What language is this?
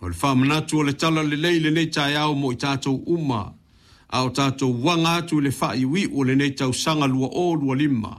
Samoan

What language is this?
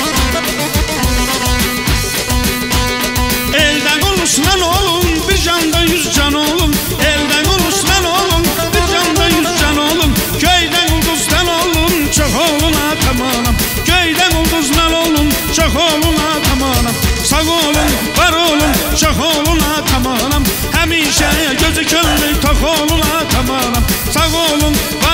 Azerbaijani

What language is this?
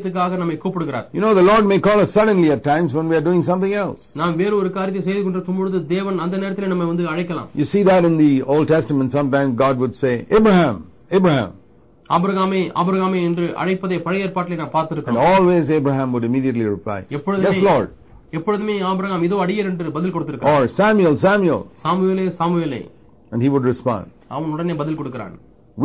Tamil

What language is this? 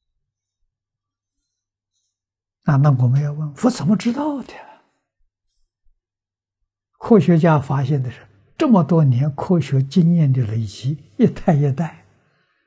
Chinese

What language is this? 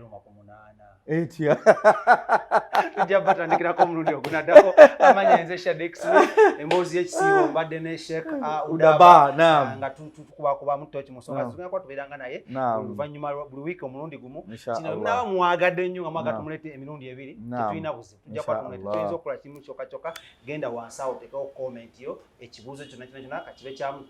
Ganda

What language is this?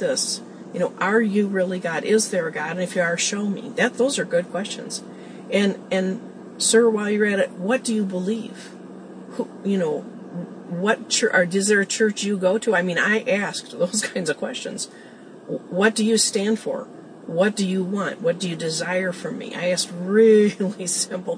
English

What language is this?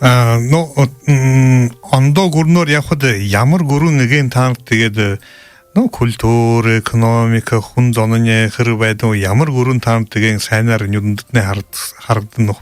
Buriat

